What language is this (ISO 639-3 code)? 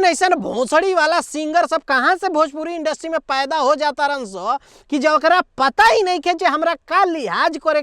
bho